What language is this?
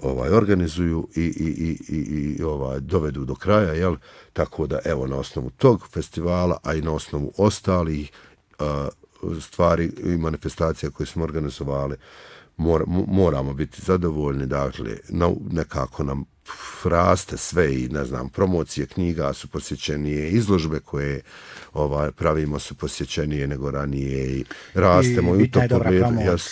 Bosnian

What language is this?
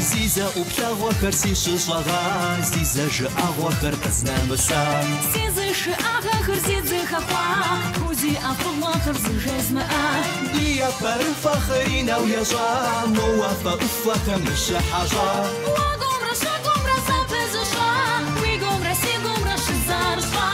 Kabardian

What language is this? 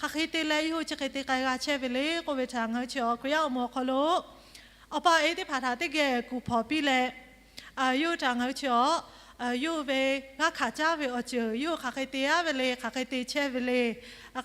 Lahu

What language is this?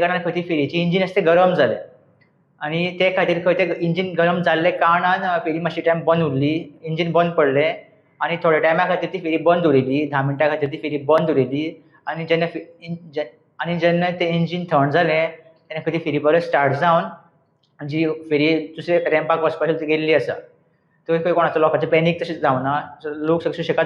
Konkani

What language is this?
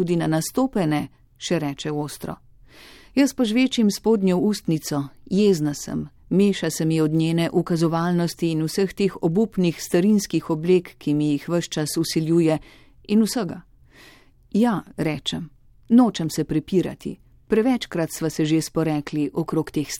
Slovenian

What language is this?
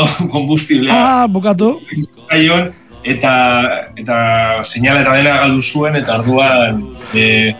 Basque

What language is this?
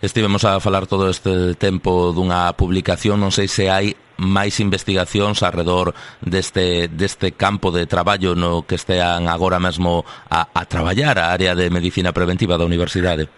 Galician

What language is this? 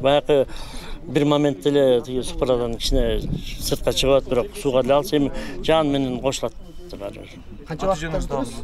Kyrgyz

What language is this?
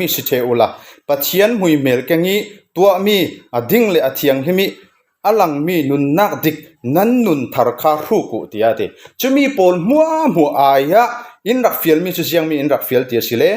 Falam Chin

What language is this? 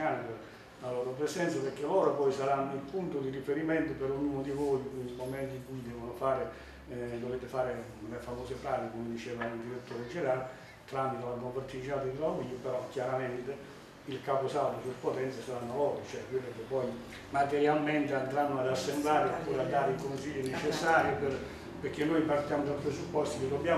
Italian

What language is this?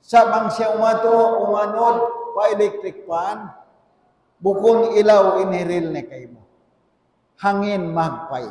Tausug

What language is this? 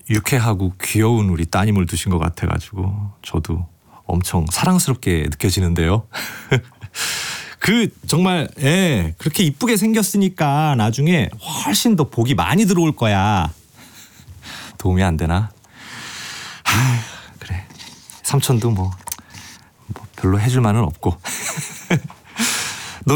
Korean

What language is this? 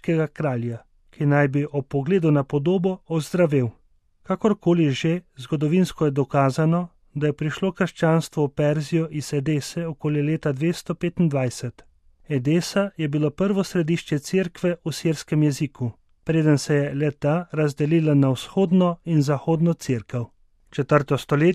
Slovenian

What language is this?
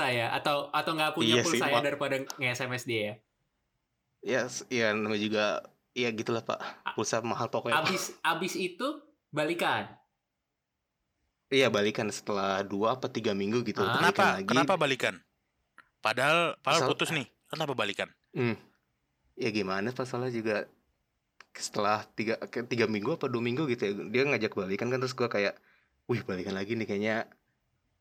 Indonesian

